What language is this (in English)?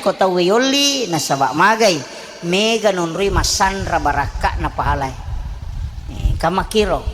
Buginese